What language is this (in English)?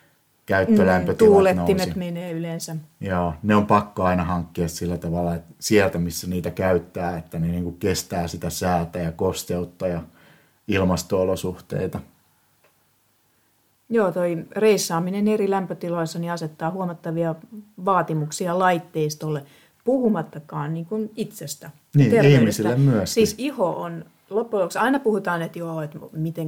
Finnish